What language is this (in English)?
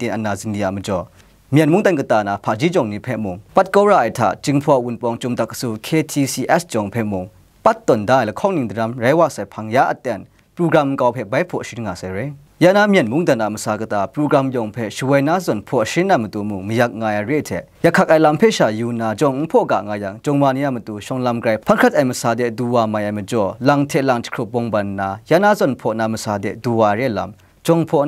Kachin